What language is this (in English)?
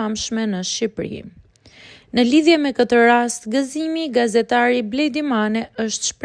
Albanian